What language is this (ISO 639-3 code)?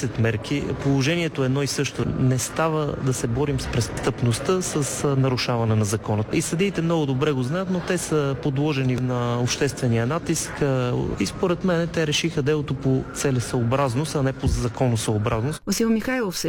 bul